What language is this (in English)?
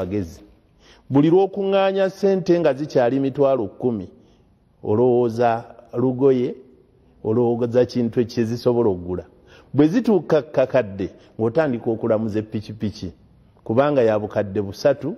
Ganda